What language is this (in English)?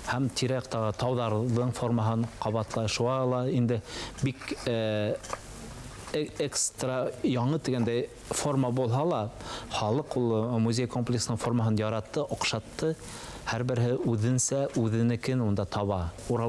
Bashkir